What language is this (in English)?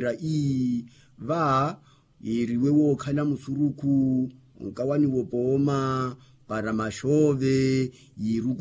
Makhuwa